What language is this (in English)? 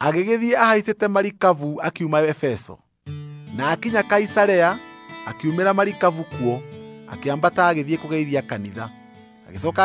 Kikuyu